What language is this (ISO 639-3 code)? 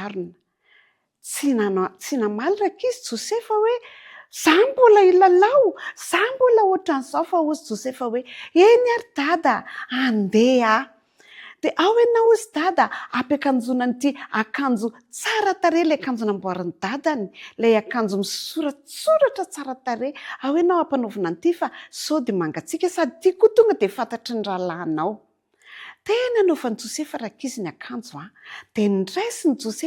mlg